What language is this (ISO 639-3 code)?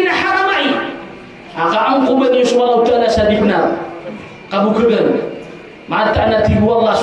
mrw